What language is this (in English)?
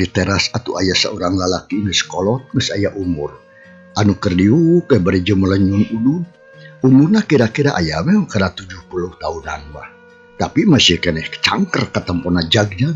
Sundanese